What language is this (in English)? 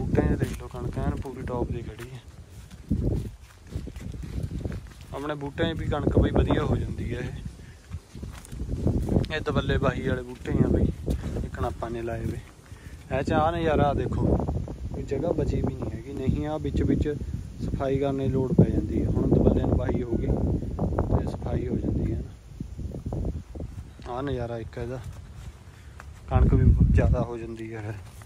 Punjabi